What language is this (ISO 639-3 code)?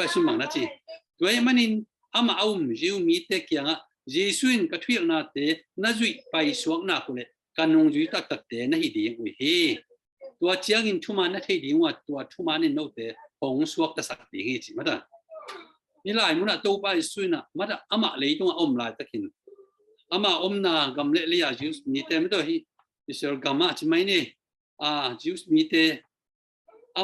ctd